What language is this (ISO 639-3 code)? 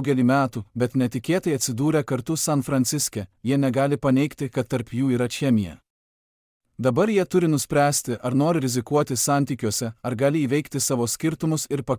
lit